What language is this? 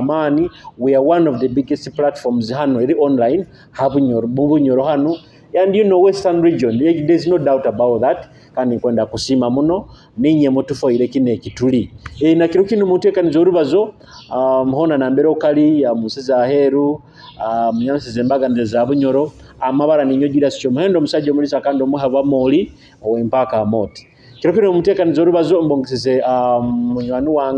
Nyoro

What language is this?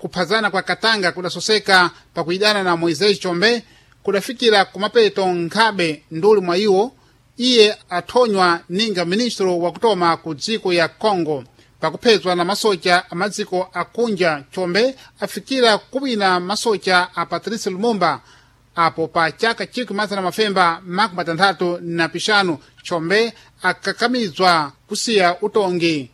Sena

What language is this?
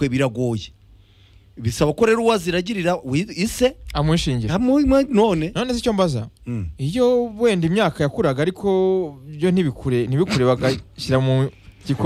Kinyarwanda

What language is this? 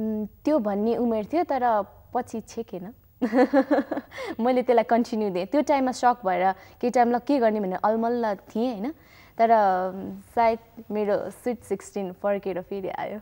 Nepali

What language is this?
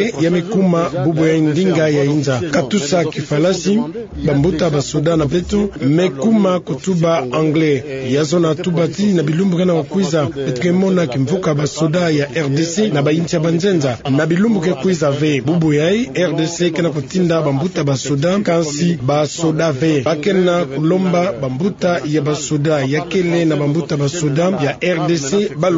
Kituba (Democratic Republic of Congo)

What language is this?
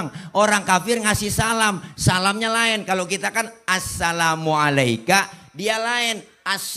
Betawi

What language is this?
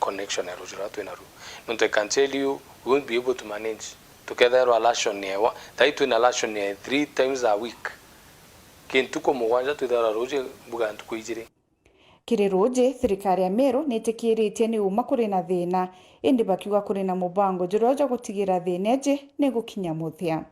Meru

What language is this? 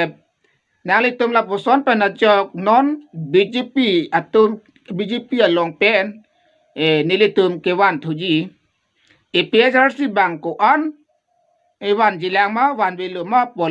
Karbi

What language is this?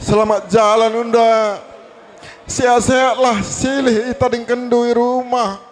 Batak Karo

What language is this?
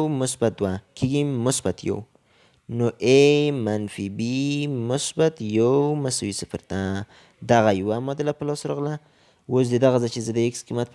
Pashto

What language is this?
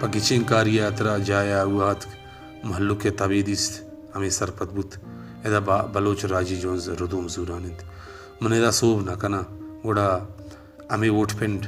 Baluchi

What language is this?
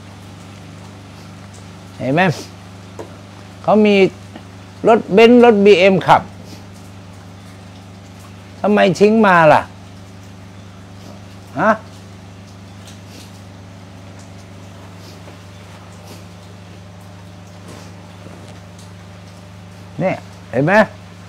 Thai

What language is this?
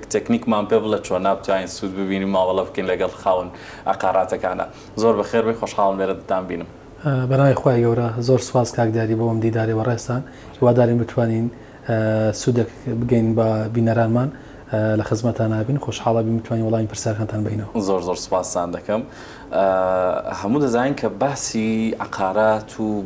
Central Kurdish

